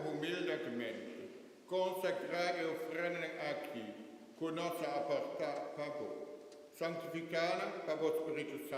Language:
Papiamento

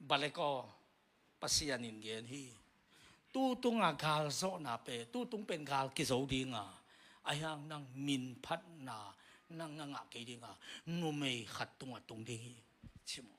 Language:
Tedim Chin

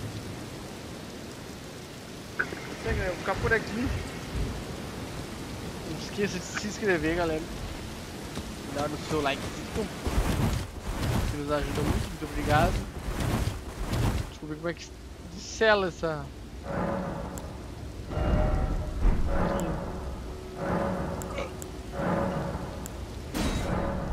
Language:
Portuguese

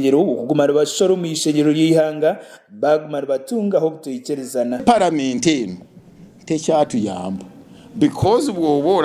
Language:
Nyankole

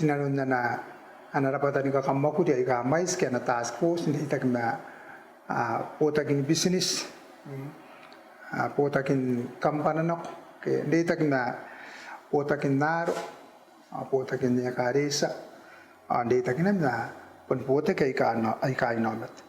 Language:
Gilbertese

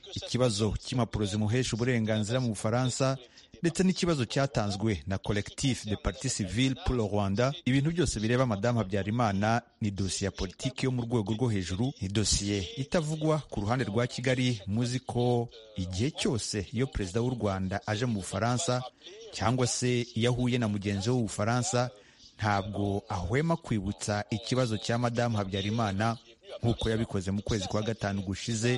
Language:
Kinyarwanda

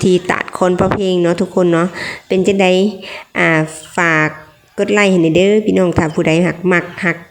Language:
Lao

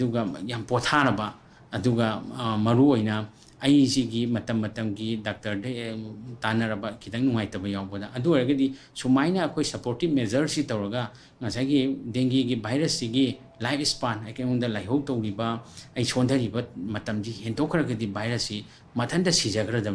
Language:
Manipuri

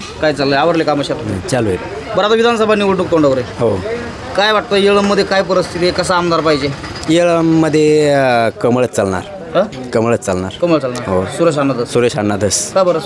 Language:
Marathi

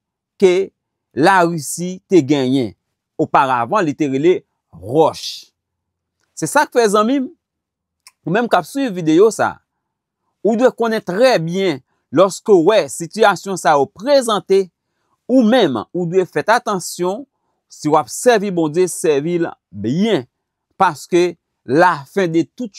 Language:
Haitian Creole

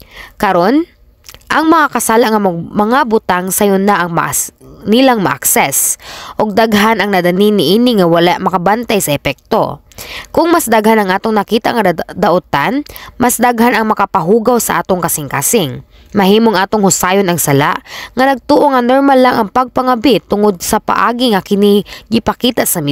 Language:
Cebuano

